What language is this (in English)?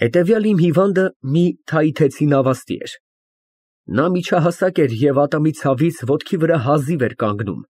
Armenian